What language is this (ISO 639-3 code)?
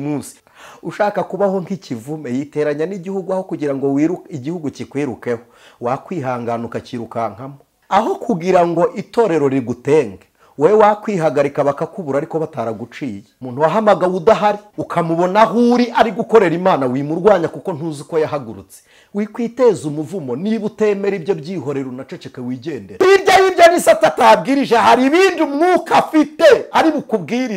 kin